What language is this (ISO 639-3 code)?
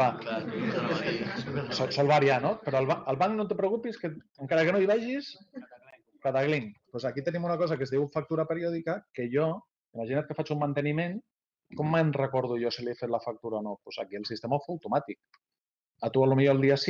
cat